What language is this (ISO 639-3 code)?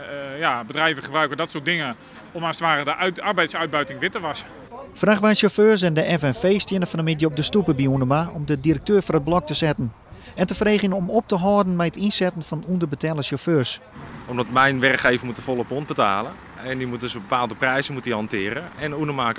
fry